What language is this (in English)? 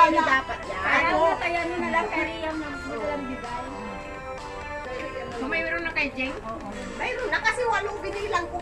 Filipino